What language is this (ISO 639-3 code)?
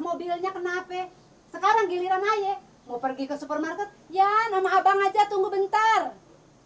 bew